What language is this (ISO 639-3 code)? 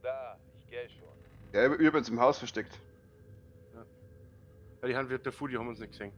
bar